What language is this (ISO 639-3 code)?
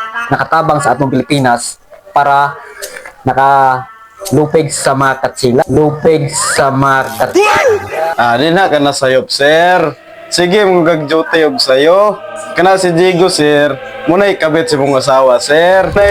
ceb